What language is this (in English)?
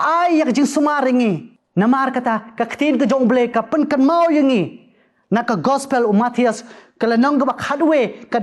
Khasi